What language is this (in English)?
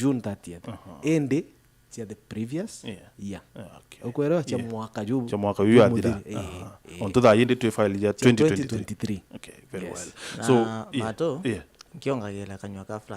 Meru